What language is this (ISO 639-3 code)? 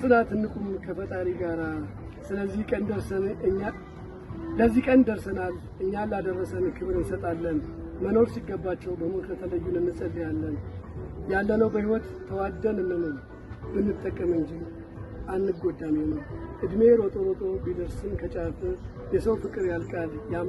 amh